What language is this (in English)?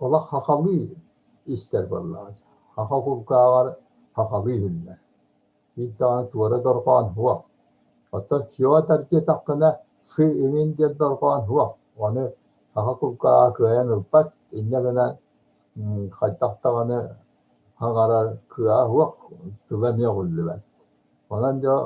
Yakut